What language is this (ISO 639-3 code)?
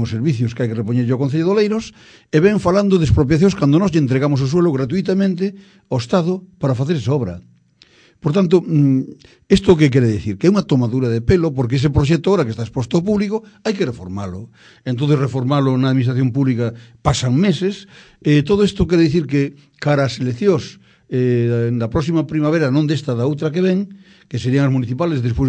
glg